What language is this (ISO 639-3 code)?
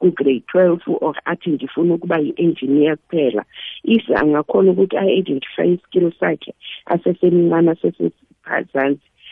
nbl